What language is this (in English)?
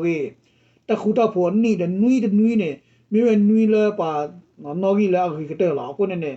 S'gaw Karen